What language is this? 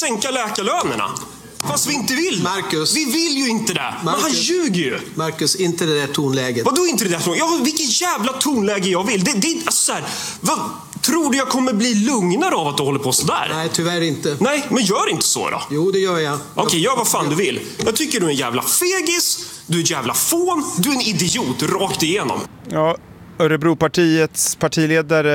Swedish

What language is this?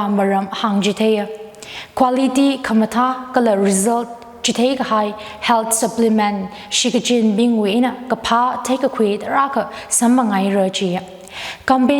Tangkhul Naga (India)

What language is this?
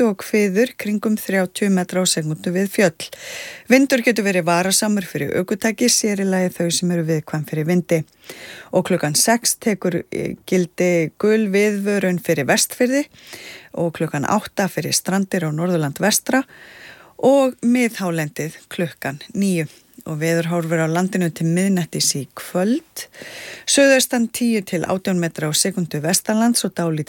Icelandic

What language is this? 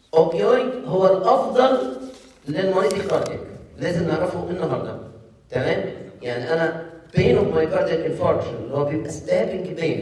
Egyptian Arabic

